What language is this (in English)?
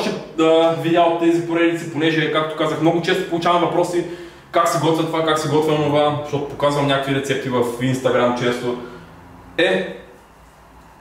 Bulgarian